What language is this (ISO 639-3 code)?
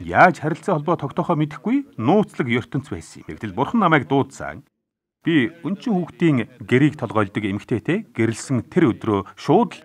mon